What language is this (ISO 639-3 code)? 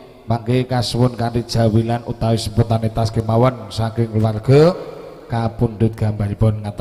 jav